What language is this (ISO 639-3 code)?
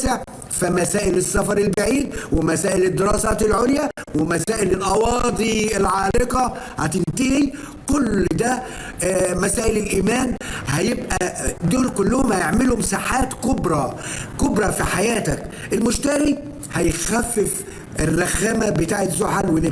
arz